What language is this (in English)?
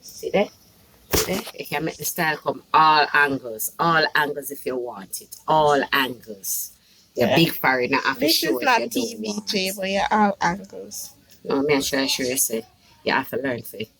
Jamaican Creole English